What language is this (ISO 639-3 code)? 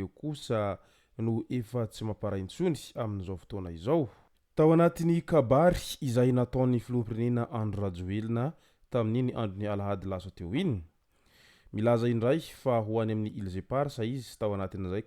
mlg